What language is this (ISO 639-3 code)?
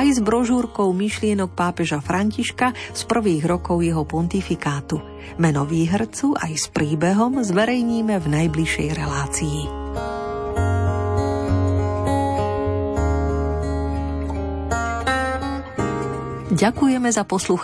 slk